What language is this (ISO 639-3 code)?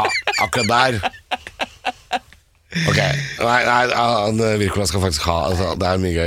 nor